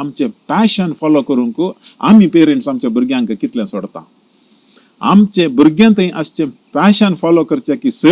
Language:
Konkani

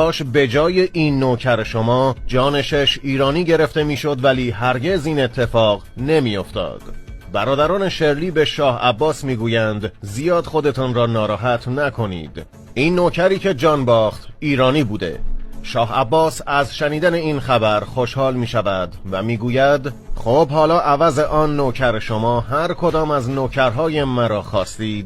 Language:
Persian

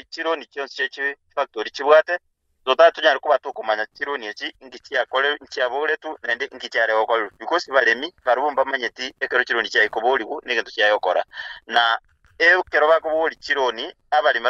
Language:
Gusii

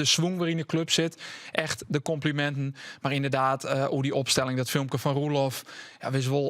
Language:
Western Frisian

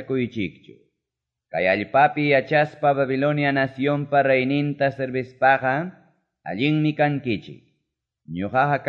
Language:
Quechua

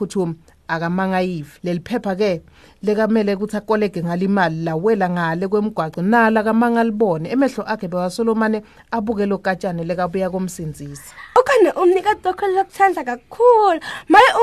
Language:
Swati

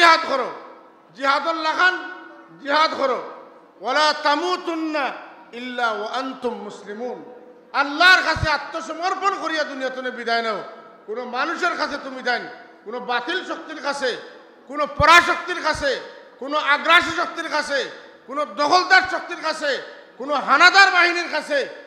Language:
Sylheti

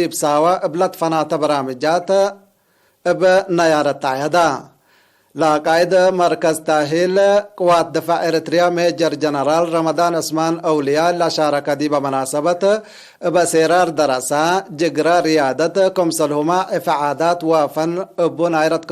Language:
Tigre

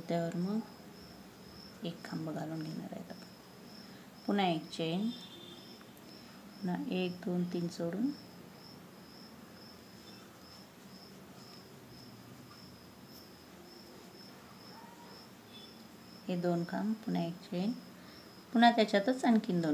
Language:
Marathi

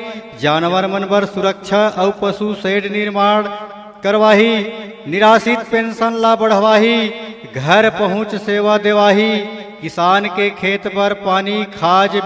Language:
Chhattisgarhi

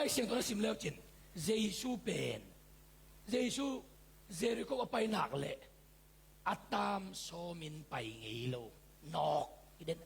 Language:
Tedim Chin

